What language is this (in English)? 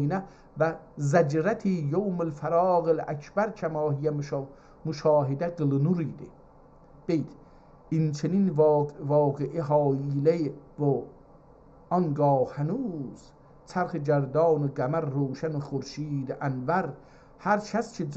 South Azerbaijani